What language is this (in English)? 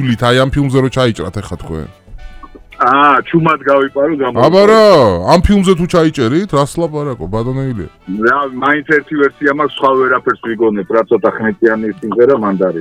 Georgian